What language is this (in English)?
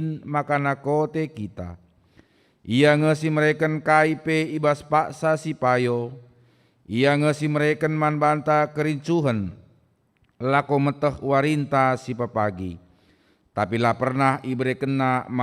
Batak Karo